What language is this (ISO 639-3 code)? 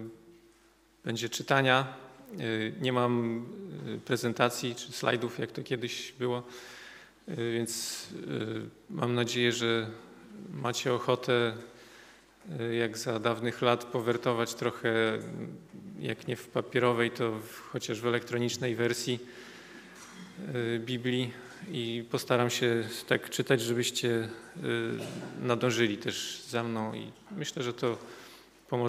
pol